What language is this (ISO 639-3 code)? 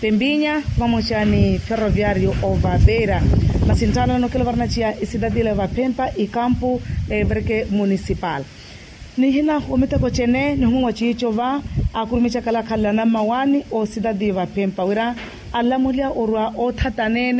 vmw